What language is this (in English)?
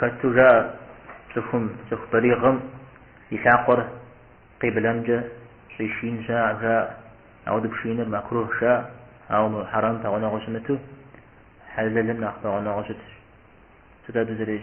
Kabardian